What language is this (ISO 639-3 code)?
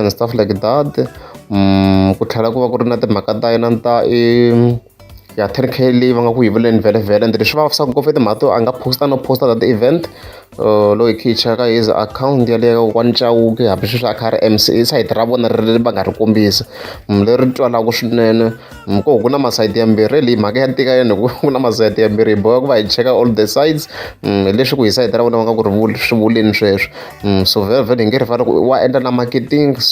tso